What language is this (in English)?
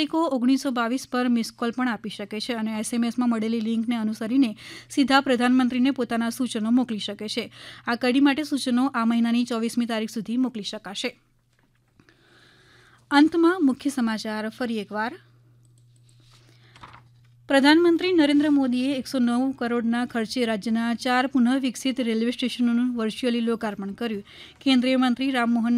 Gujarati